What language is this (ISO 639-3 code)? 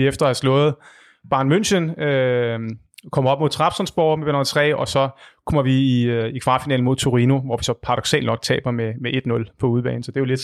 dan